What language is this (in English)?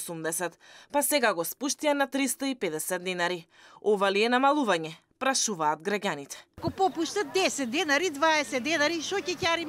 Macedonian